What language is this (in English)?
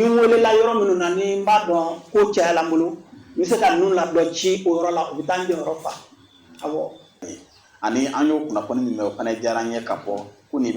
Bambara